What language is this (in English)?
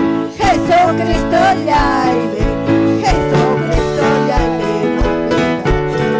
Ayacucho Quechua